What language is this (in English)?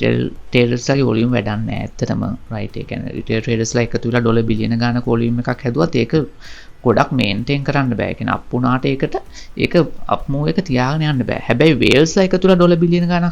Sinhala